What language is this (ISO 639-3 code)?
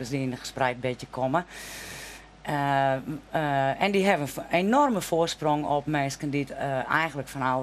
fry